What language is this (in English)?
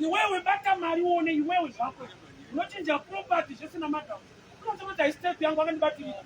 Shona